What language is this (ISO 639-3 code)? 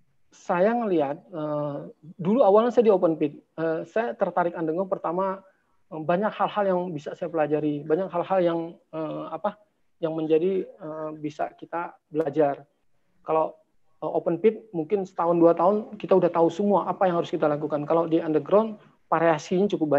ind